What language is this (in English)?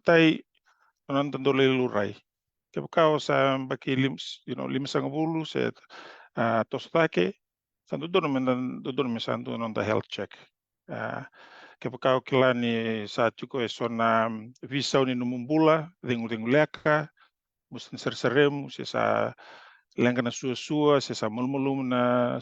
Fijian